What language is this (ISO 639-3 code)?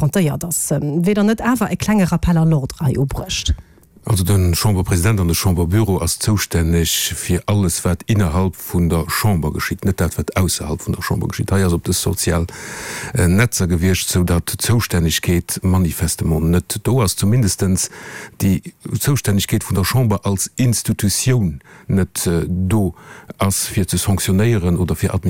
ltz